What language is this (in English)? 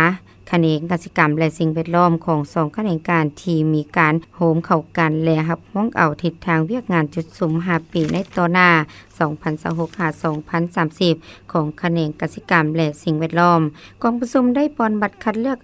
Lao